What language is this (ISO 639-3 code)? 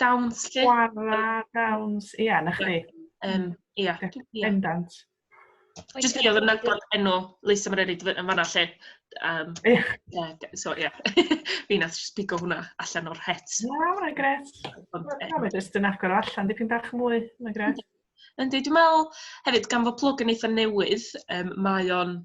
cym